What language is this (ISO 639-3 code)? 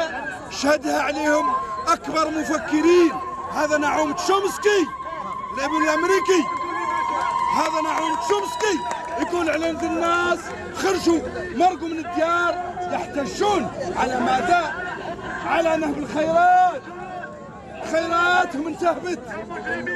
ara